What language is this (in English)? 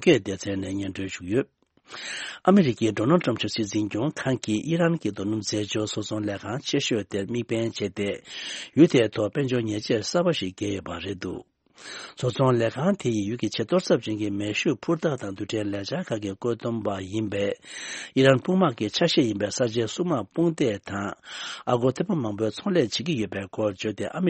Tibetan